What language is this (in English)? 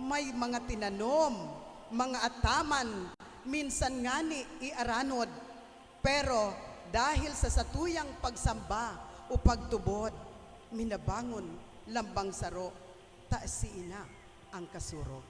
Bikol